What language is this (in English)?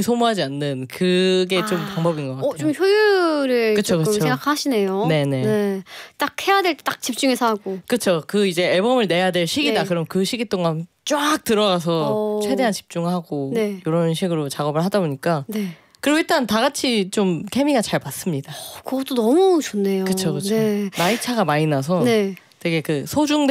Korean